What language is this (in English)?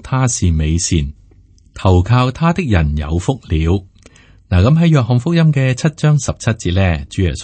Cantonese